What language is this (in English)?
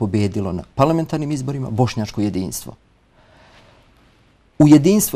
Bosnian